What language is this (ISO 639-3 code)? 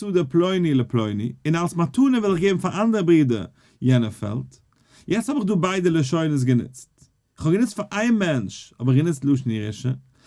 yid